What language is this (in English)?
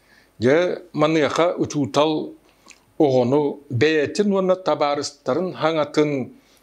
Yakut